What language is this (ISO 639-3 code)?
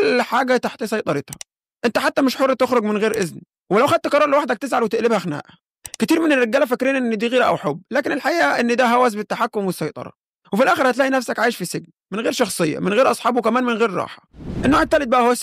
arz